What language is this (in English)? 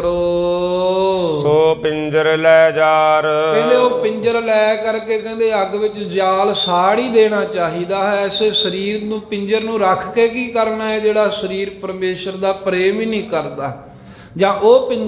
Punjabi